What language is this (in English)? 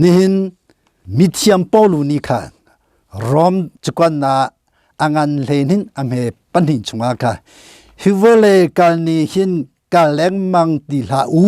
Hakha Chin